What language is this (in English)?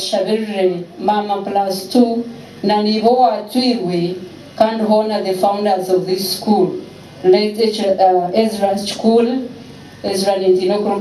Nyankole